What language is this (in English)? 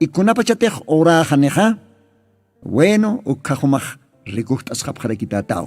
Aymara